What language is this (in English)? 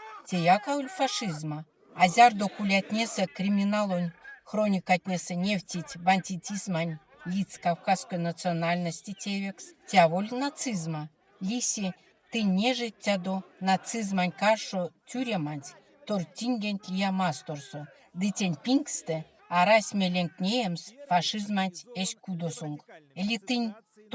Erzya